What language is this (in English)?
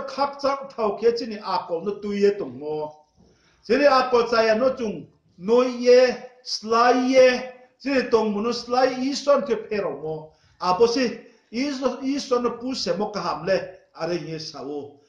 Riang (India)